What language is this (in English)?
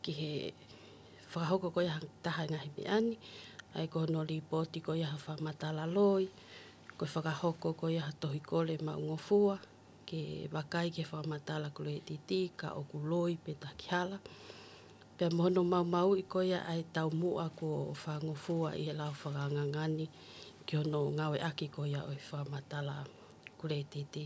Tongan